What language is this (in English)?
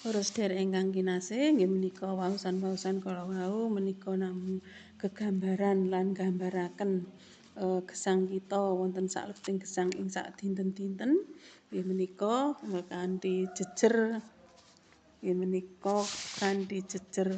Javanese